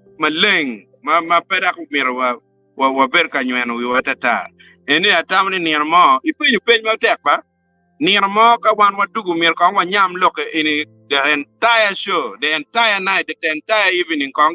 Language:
Acoli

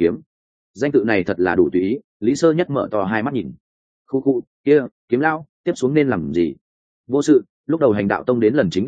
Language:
Vietnamese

